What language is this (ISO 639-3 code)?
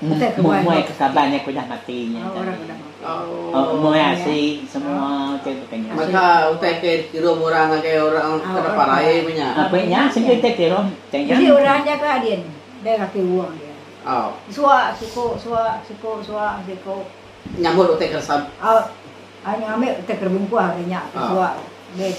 iba